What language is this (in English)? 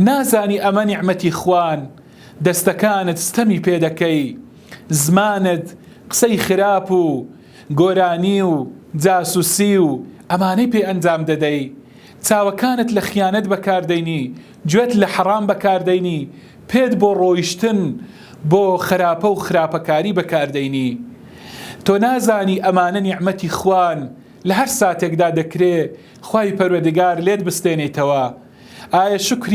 Central Kurdish